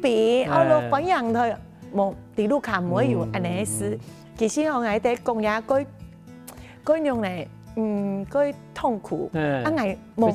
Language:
Hakka Chinese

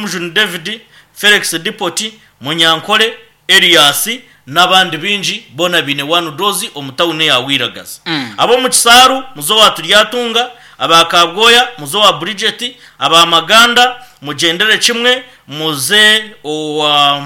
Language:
Nyankole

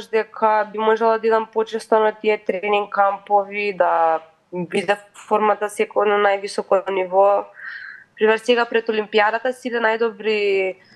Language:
Macedonian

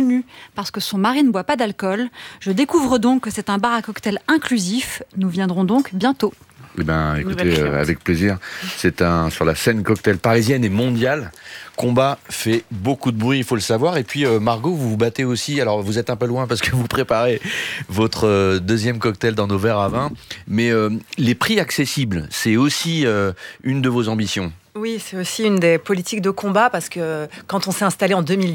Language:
French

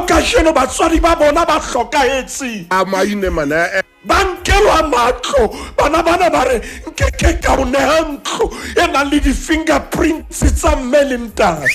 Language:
Southern Sotho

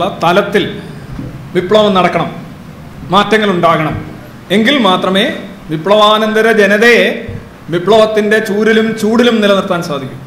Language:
Malayalam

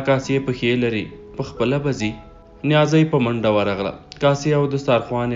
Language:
Pashto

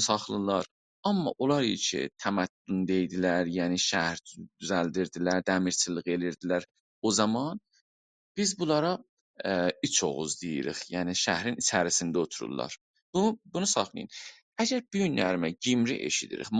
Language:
South Azerbaijani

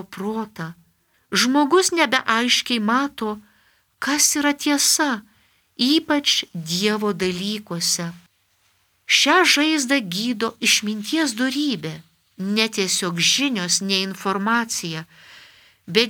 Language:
Lithuanian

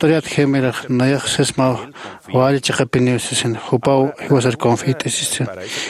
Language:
Aymara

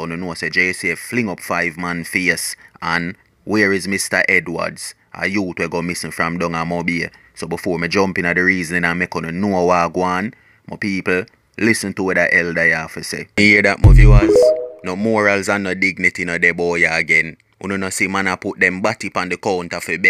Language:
Jamaican Creole English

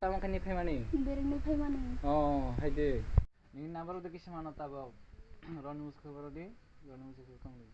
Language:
Kok Borok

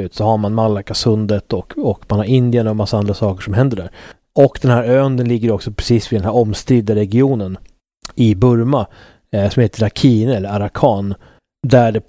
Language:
Swedish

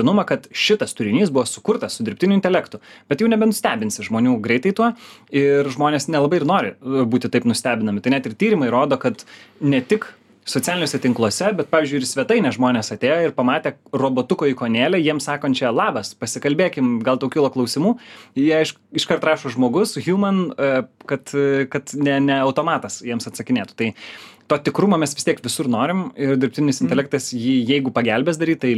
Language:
Lithuanian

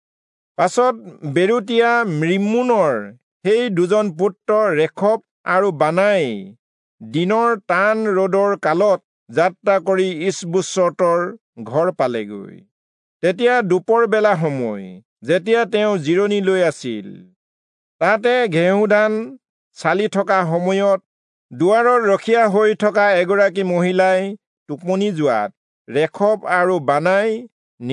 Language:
Assamese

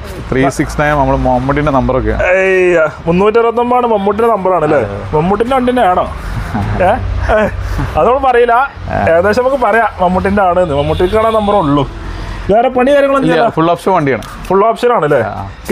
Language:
Malayalam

